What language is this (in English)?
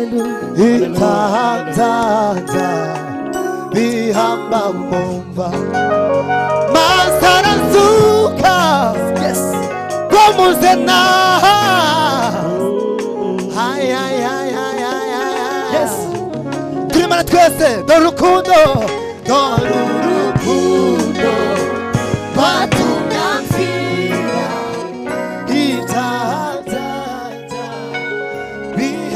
Kinyarwanda